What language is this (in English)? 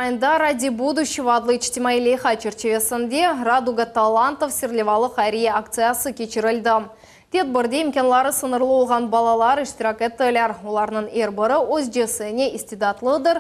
Crimean Tatar